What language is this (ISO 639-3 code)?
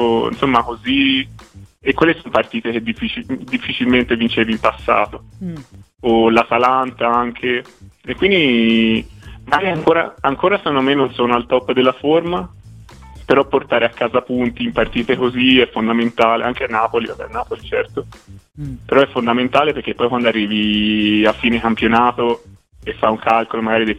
ita